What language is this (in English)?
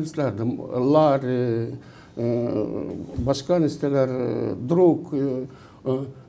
Gagauz